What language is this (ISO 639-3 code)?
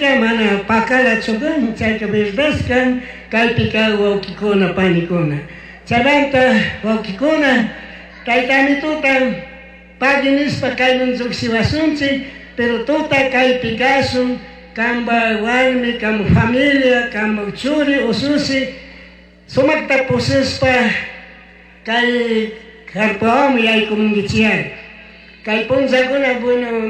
qug